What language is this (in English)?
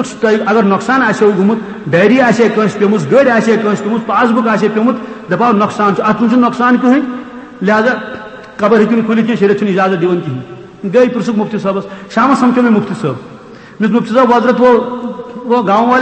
Kashmiri